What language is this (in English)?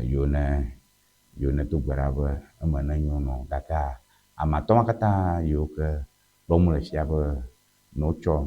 Ewe